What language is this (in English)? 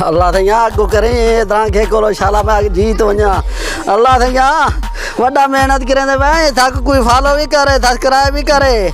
Saraiki